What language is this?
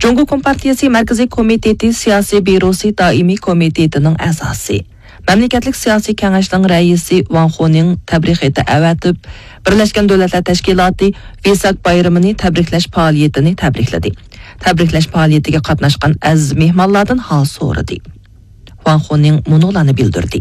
Uyghur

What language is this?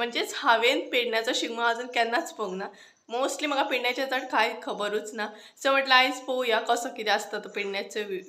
Konkani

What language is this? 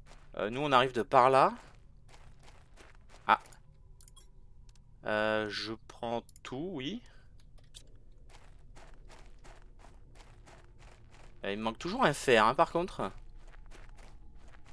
French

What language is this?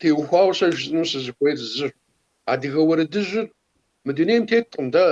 Kabardian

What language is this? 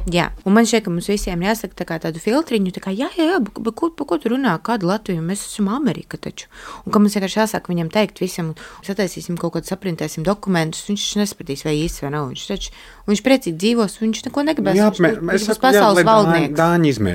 Latvian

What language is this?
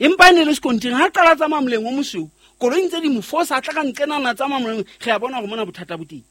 Southern Sotho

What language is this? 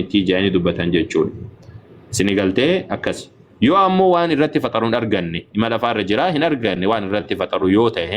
Oromo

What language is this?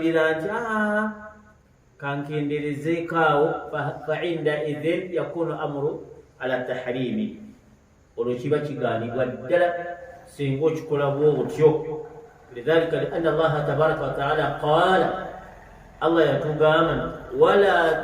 Ganda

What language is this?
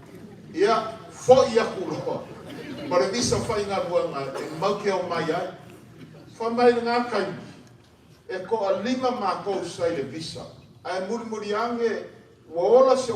Samoan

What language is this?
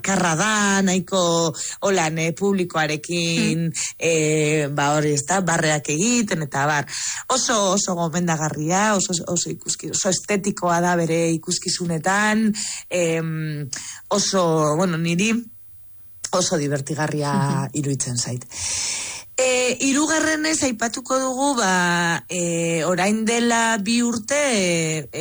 Basque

